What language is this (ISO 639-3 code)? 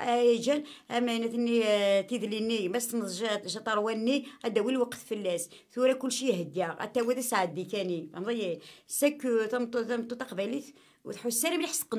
kab